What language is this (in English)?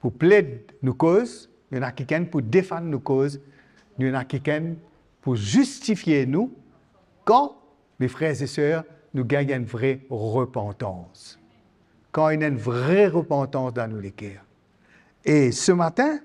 Morisyen